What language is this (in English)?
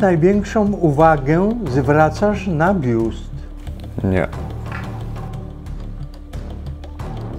Polish